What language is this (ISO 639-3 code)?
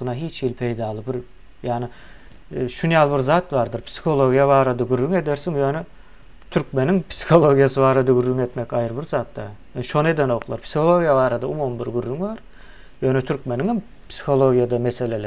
tuk